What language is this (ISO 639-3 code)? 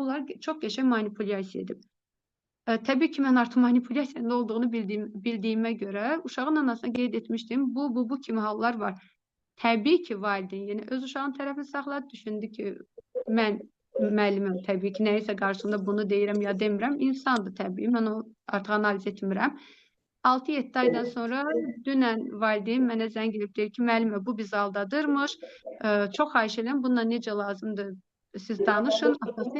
aze